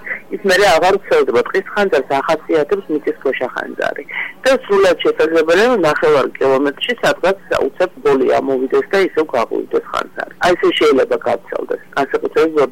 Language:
Georgian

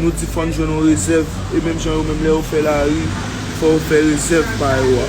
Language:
Haitian Creole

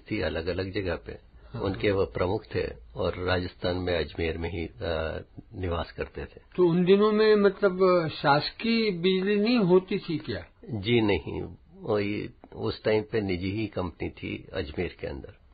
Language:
Hindi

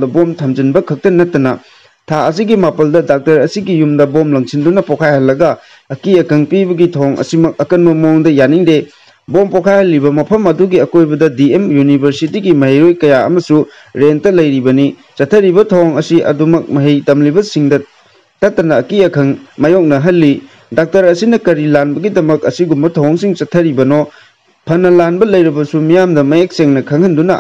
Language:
Manipuri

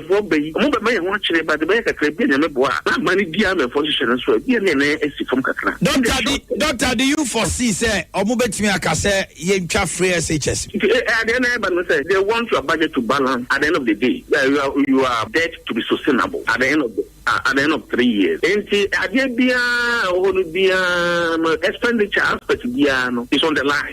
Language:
Akan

